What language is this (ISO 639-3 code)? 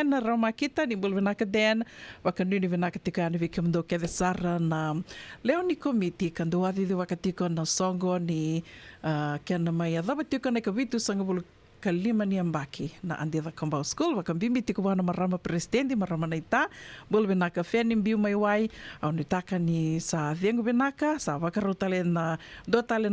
fij